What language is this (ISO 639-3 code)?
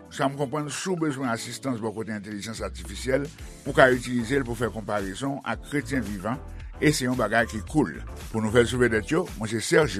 hat